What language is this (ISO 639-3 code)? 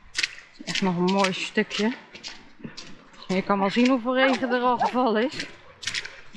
nld